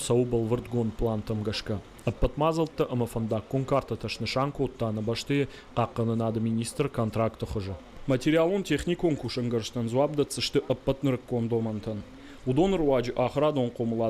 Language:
Ossetic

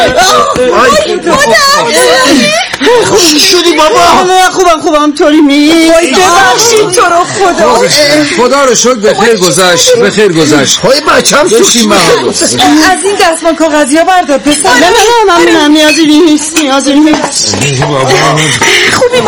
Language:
Persian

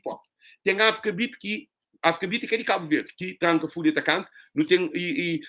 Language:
Kabuverdianu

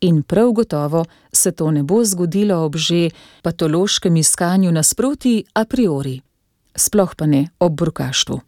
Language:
Slovenian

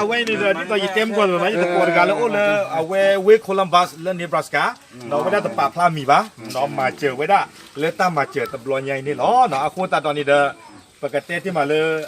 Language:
S'gaw Karen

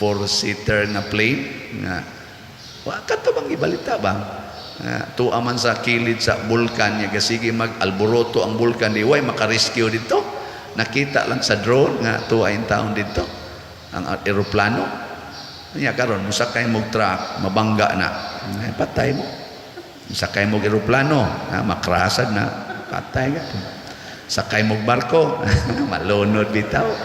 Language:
Cebuano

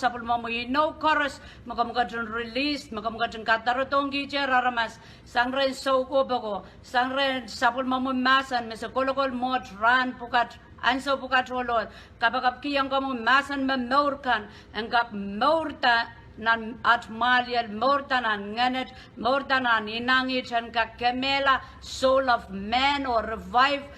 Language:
Pohnpeian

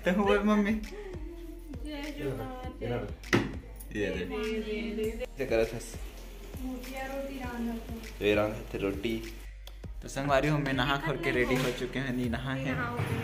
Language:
Chhattisgarhi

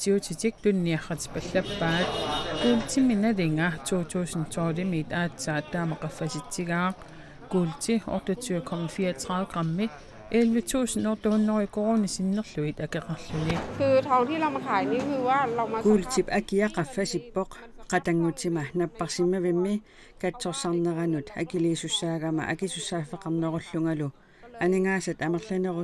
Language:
Kalaallisut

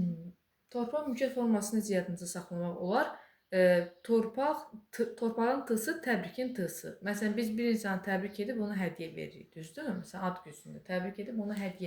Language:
Azerbaijani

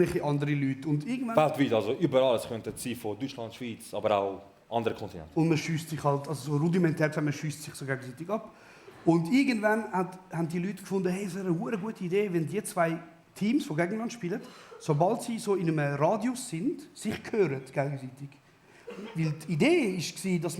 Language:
Swiss German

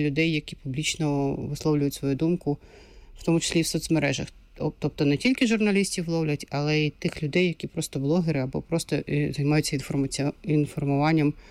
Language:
Ukrainian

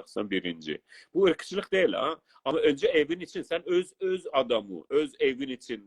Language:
South Azerbaijani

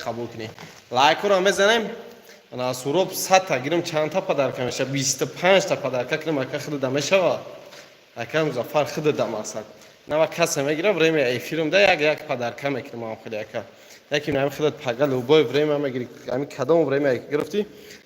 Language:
Tajik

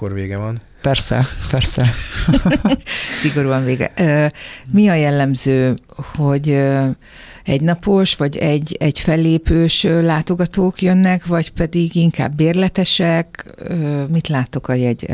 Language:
Hungarian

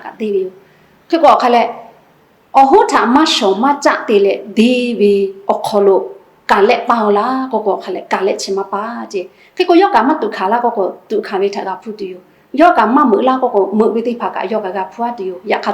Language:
Lahu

